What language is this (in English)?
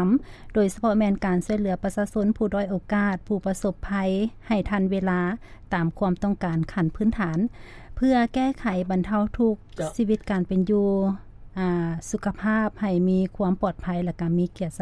Lao